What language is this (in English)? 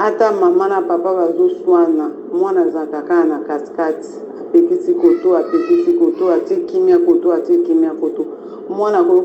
Lingala